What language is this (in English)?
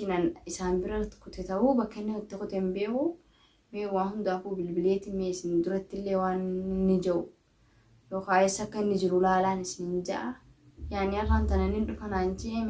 Oromo